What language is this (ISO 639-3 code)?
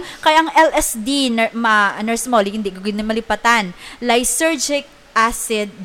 hil